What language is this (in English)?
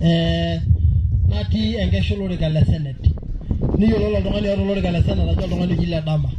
Masai